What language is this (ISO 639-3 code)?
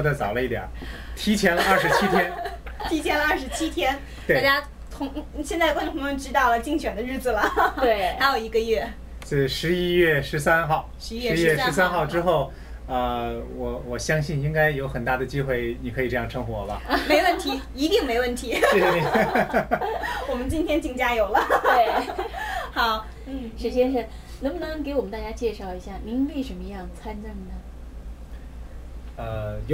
zho